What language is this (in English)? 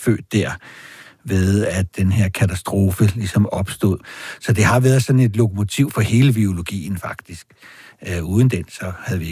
Danish